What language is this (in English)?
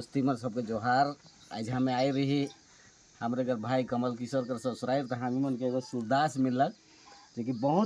Sadri